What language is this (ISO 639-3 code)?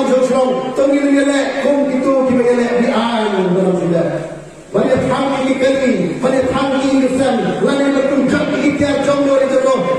kha